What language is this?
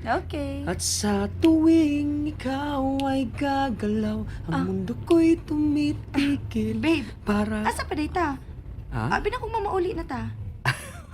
Cebuano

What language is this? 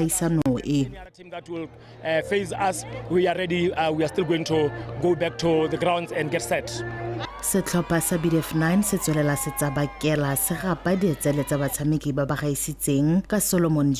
Tswana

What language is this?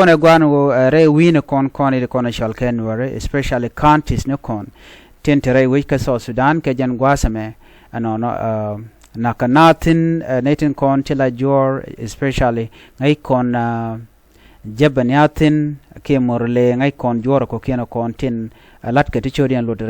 Nuer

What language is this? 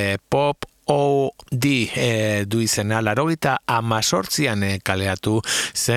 Basque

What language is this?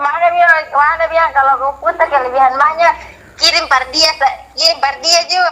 Ambonese Malay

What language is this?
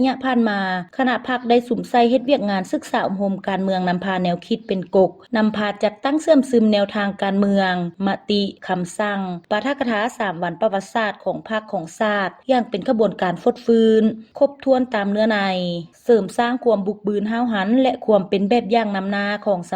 Lao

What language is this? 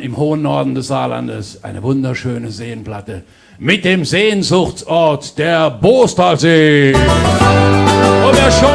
Palatine German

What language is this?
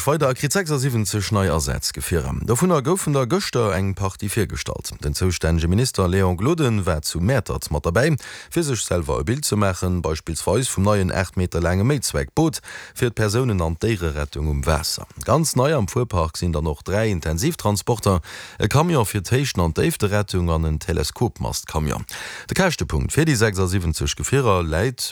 Luxembourgish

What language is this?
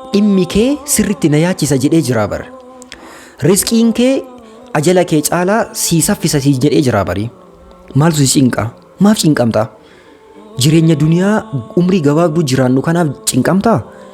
Oromo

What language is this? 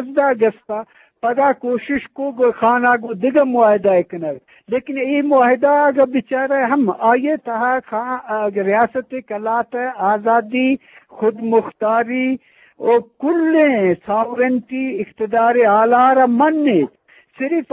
Eastern Balochi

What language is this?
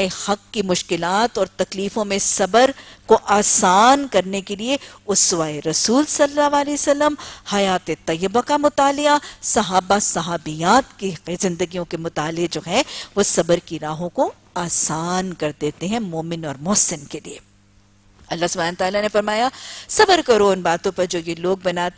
Urdu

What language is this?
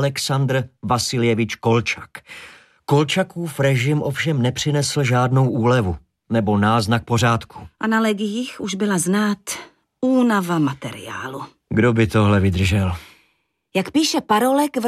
Czech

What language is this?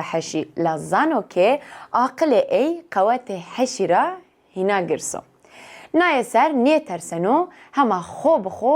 Kurdish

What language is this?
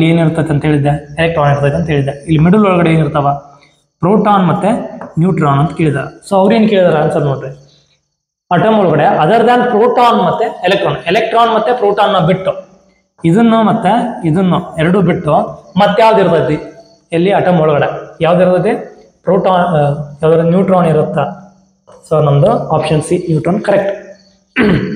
Kannada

